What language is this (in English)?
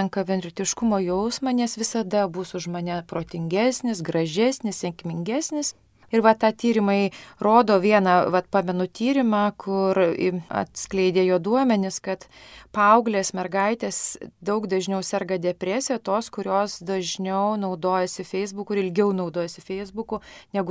Lithuanian